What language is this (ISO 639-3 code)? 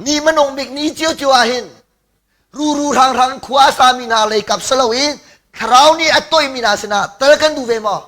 cnh